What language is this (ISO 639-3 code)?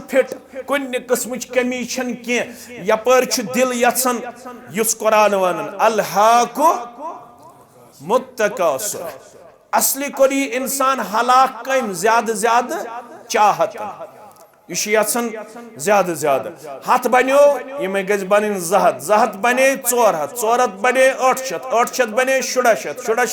kas